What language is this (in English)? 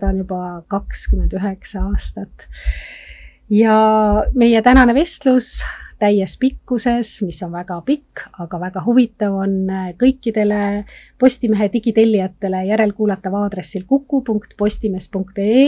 Estonian